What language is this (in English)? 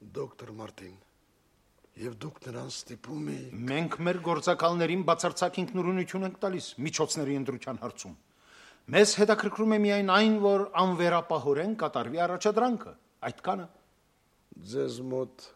Armenian